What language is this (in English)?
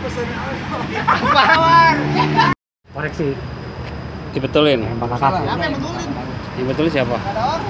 Betawi